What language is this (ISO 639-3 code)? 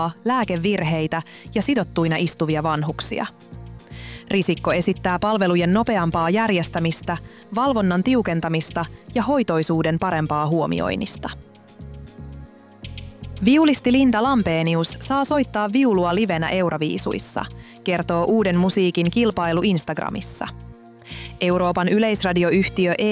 fin